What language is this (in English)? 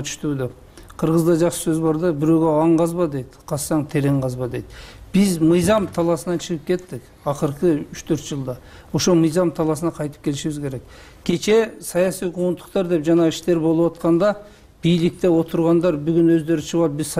Kyrgyz